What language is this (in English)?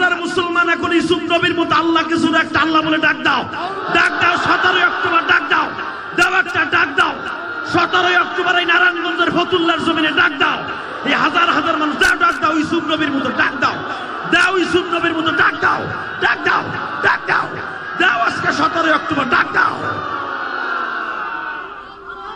Bangla